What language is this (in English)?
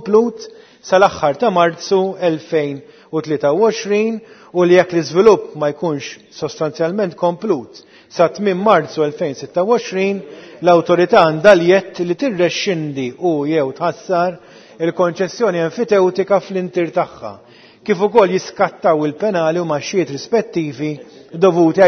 Maltese